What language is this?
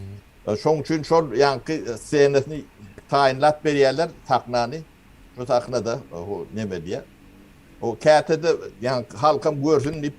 Turkmen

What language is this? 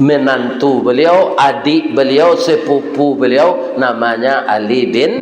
Minangkabau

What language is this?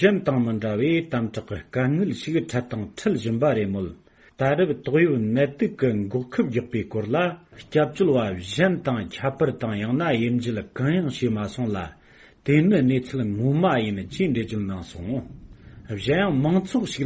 Tibetan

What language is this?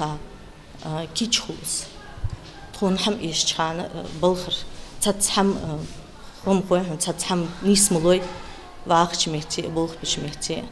Ingush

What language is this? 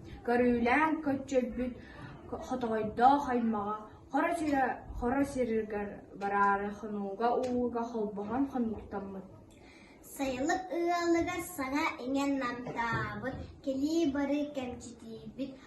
Yakut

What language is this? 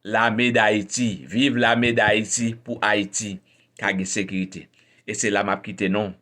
Haitian Creole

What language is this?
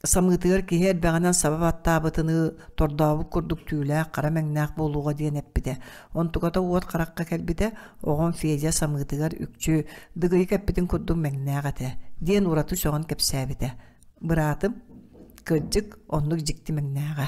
Yakut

